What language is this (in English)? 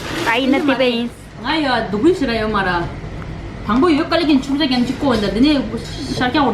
Tibetan